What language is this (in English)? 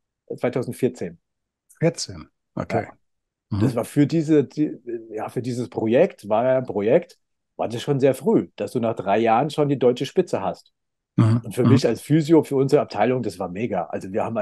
German